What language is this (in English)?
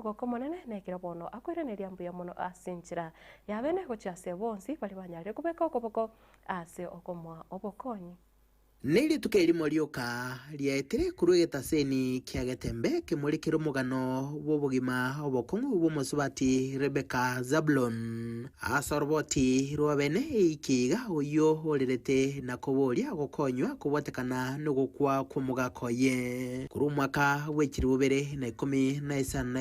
Gusii